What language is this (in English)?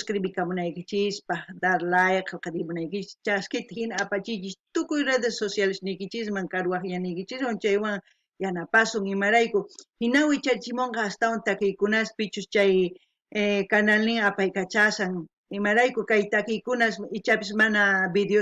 South Bolivian Quechua